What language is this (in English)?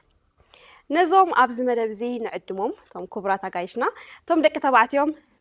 Tigrinya